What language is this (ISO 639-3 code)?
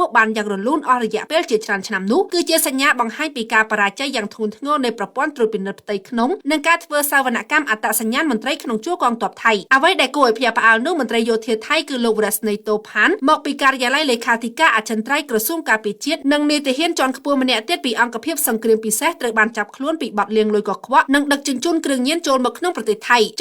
khm